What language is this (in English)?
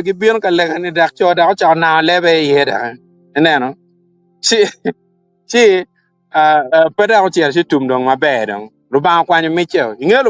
Acoli